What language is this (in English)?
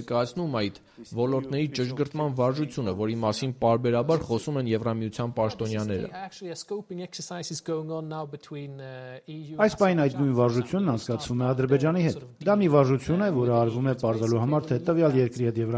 Armenian